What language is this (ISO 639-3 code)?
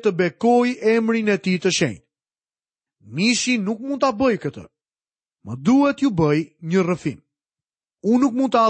sqi